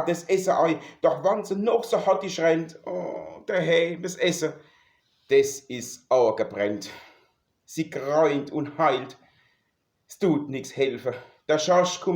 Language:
Palatine German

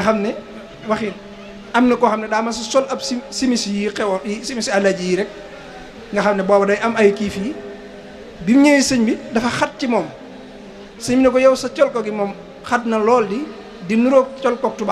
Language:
Wolof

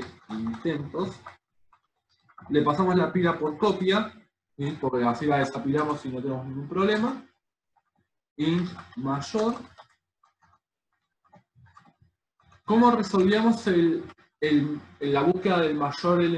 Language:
Spanish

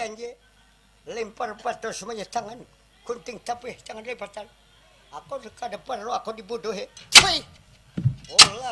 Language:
Banjar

